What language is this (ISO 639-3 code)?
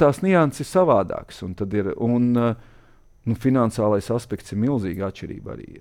lav